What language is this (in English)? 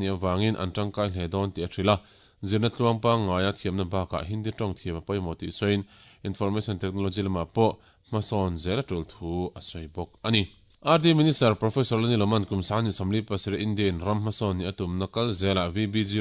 Mizo